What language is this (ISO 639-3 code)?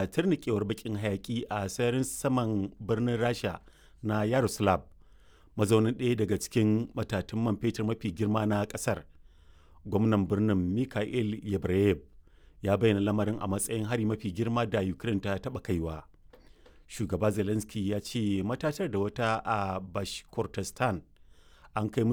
hau